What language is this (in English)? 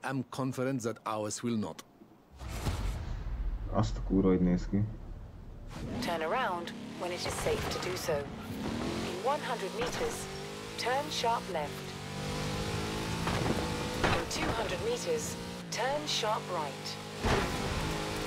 Hungarian